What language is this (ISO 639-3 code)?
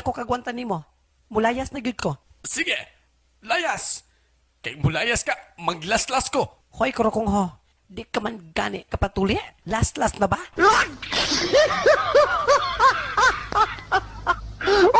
ceb